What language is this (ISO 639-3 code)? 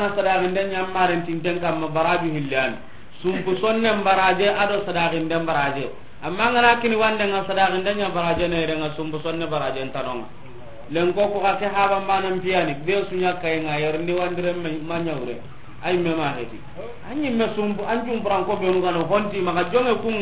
snk